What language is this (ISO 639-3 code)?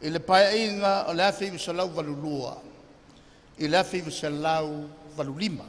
smo